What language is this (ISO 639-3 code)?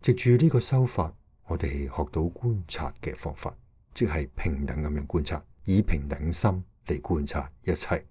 yue